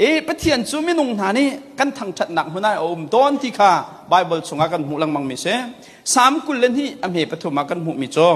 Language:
Hakha Chin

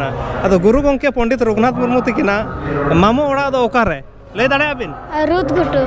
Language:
Santali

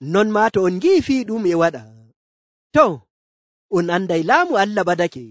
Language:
Nigerian Fulfulde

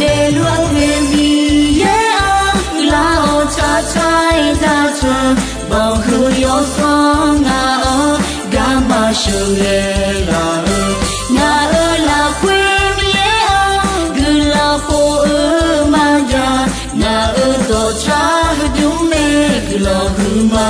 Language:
Akha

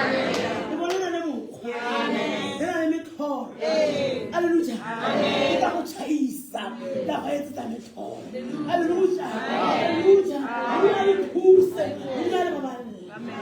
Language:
Tswana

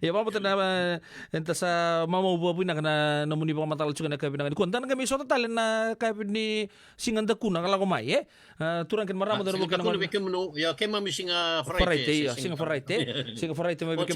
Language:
Fijian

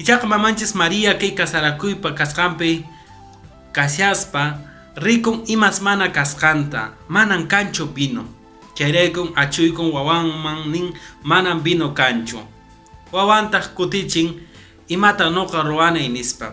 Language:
Quechua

